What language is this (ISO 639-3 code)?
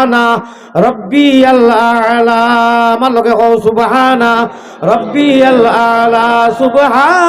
syl